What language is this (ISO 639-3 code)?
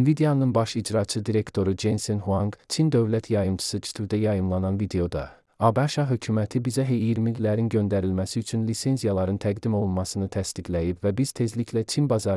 aze